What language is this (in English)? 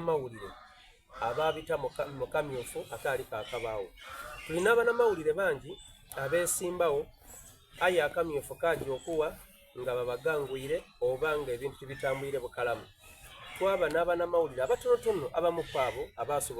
Soga